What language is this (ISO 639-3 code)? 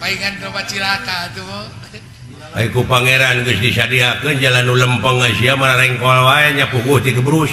sun